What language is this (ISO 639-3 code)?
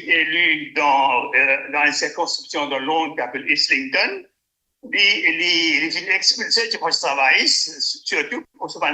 mfe